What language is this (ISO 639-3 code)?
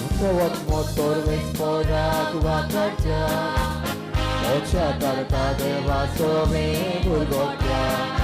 kok